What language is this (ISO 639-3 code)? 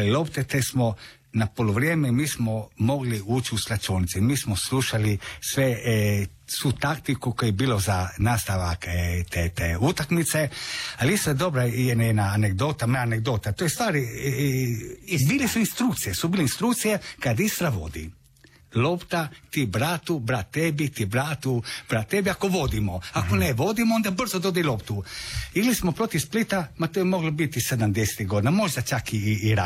hrv